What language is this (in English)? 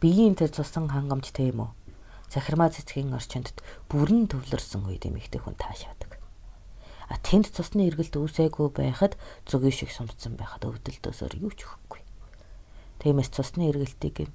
Mongolian